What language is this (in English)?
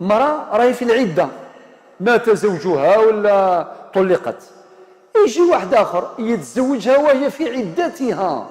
Algerian Arabic